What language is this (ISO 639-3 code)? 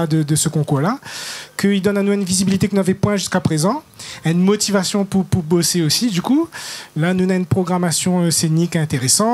rcf